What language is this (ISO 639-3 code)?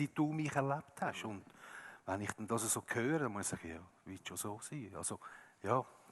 gsw